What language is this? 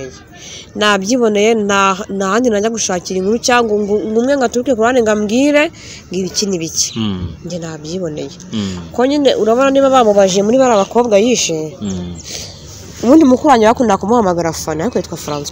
Kinyarwanda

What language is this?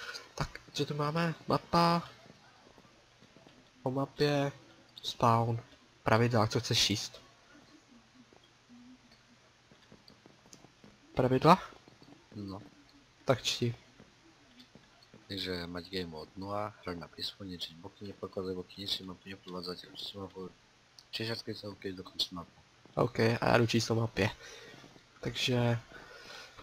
Czech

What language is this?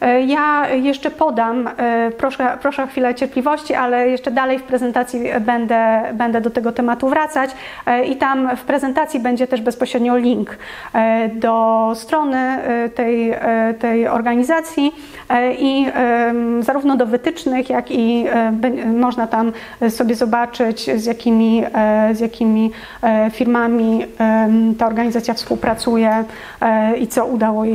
Polish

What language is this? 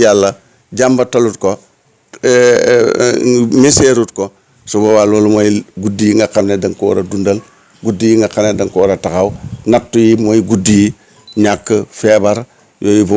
Wolof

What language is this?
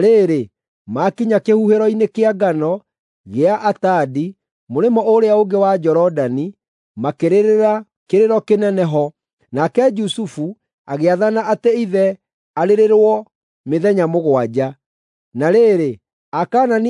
Kikuyu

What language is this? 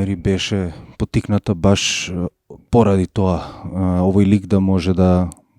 Macedonian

